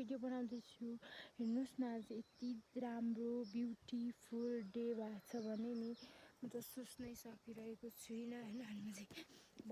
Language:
Nepali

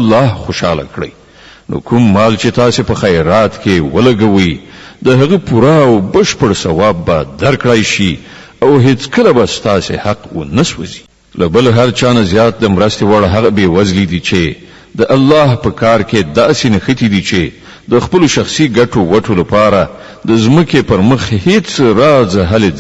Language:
Pashto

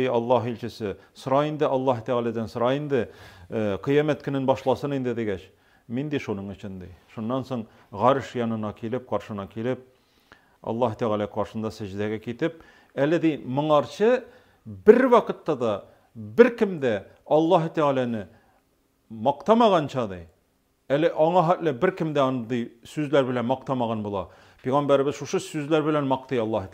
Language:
Tatar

